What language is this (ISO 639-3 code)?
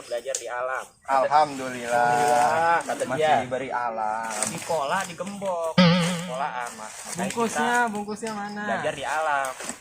bew